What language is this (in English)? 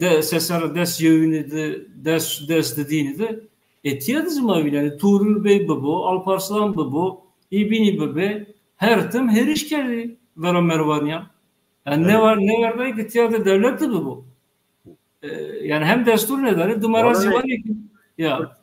Zaza